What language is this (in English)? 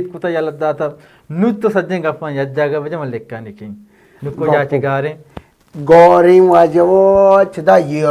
Baluchi